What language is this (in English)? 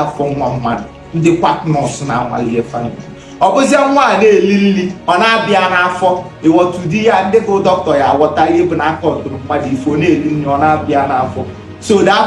Igbo